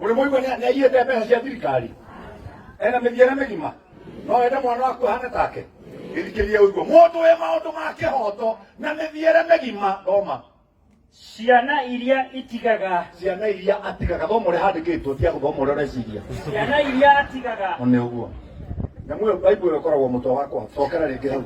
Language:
Kikuyu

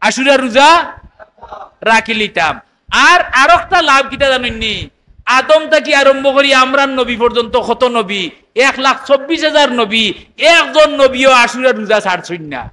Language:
Sylheti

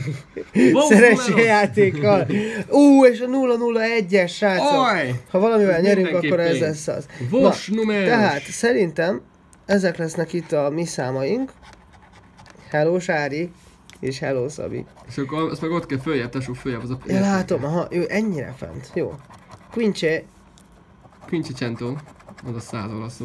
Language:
Hungarian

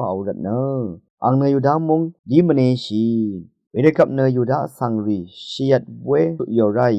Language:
Rawang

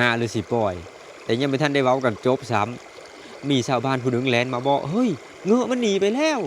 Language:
Lao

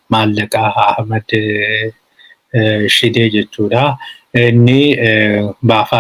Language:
Oromo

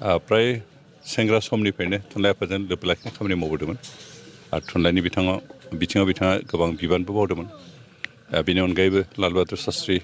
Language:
Bodo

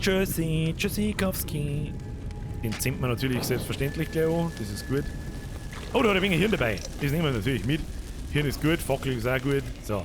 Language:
Bavarian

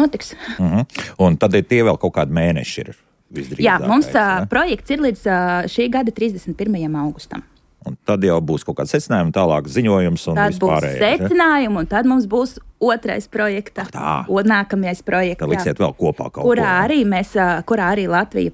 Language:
Latvian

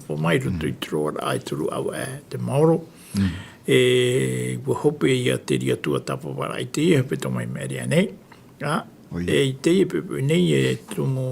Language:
Tahitian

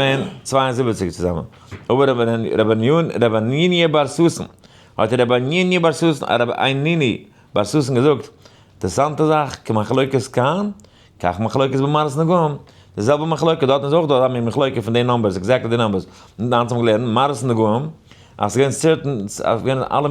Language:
Yiddish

